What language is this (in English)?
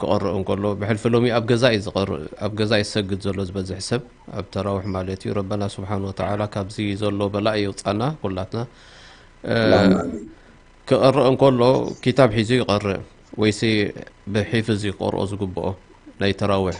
Tigrinya